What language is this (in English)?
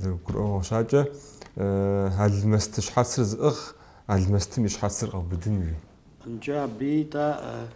Kabardian